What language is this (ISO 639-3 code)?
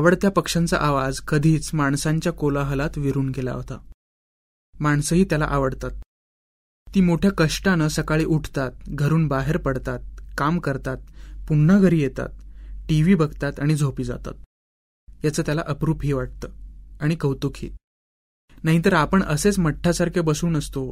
mar